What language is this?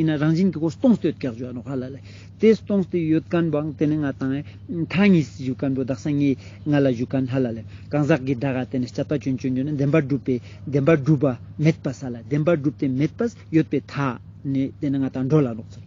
Ladakhi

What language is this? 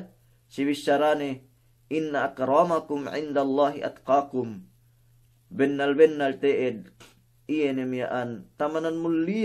Yakan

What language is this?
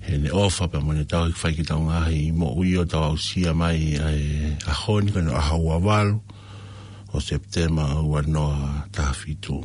Tongan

